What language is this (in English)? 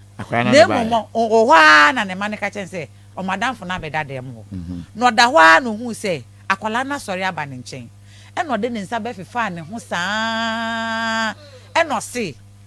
Akan